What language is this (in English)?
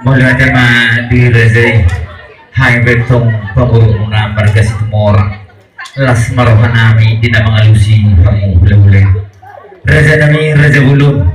Batak Toba